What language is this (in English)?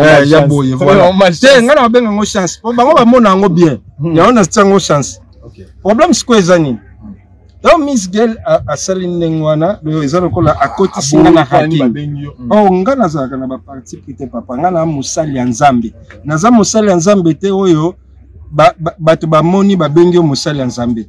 Lingala